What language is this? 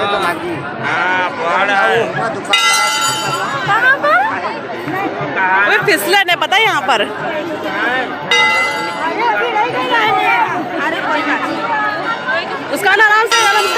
Hindi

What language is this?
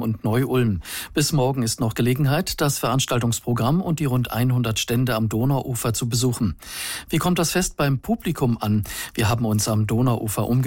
German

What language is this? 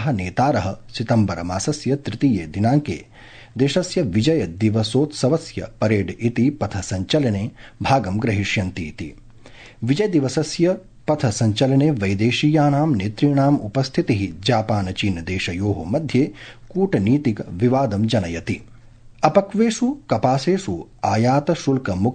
Sanskrit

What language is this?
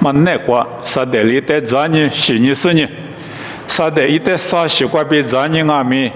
Lisu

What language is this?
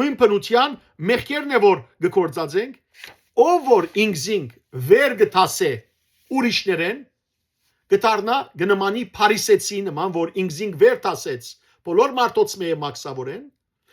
Western Armenian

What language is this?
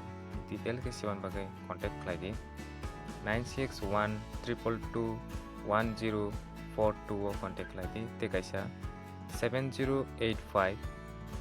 Kok Borok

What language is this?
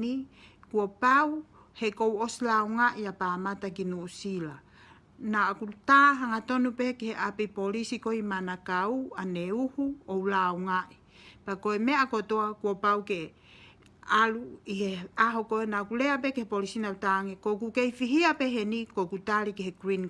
Tongan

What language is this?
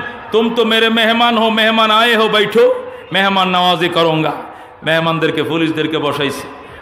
Bangla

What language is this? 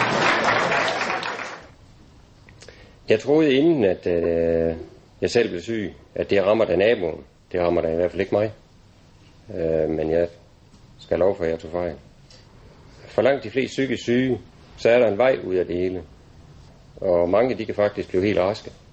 Danish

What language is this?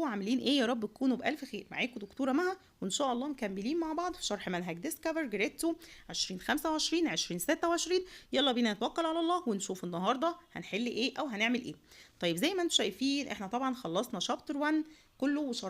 Egyptian Arabic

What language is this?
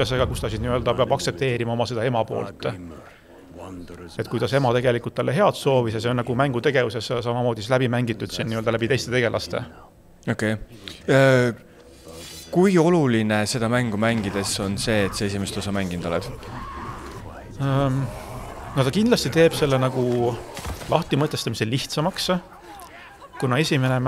Estonian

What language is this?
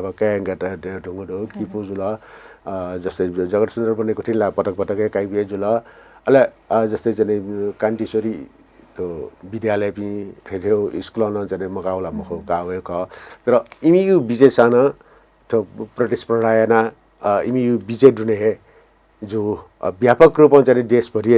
Newari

